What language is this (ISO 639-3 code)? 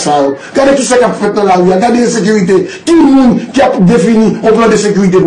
hat